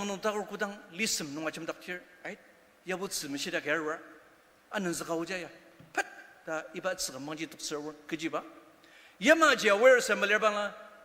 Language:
Ao Naga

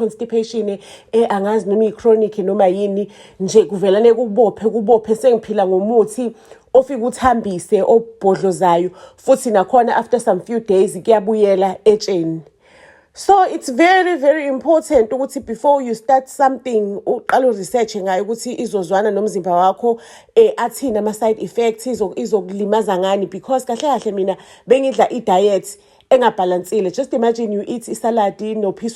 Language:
Zulu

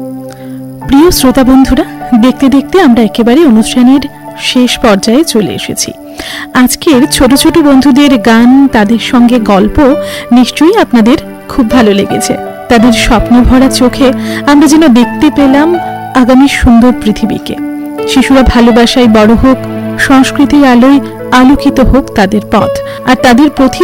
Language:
Bangla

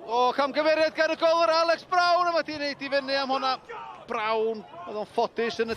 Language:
Welsh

